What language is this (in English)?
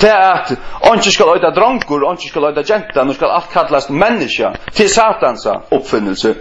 Faroese